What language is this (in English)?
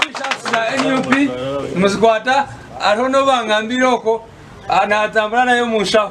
Nyankole